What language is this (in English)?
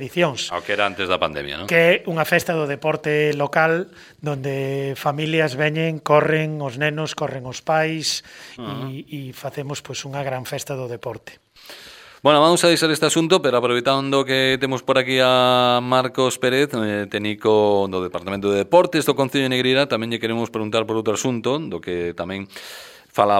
Galician